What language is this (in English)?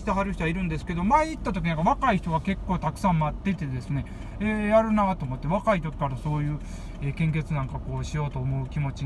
Japanese